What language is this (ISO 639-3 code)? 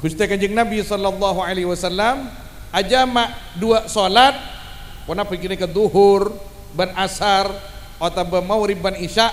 mad